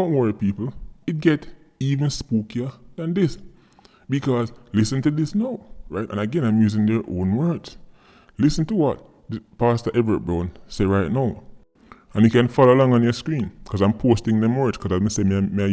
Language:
Jamaican Creole English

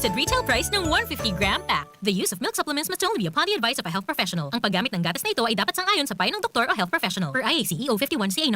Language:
Bikol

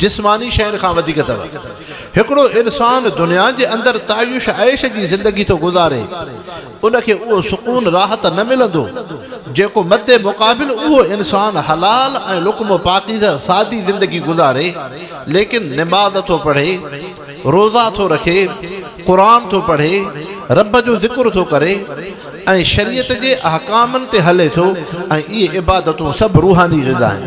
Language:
Sindhi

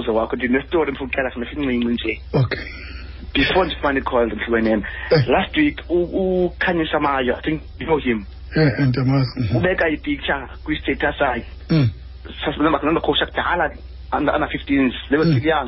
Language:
Xhosa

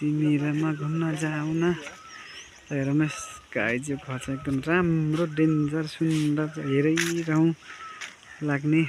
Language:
Nepali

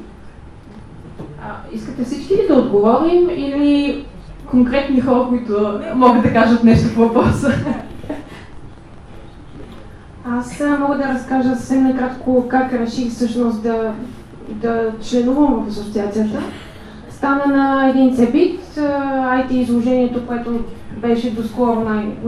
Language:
Bulgarian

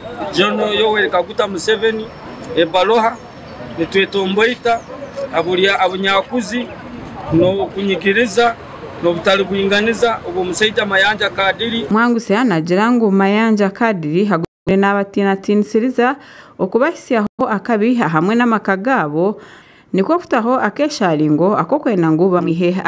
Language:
Nyankole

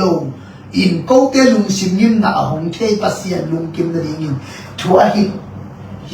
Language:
Tedim Chin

